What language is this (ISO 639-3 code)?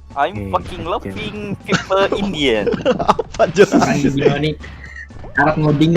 bjn